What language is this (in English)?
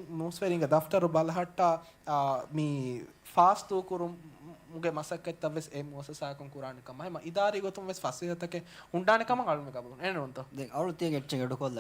Divehi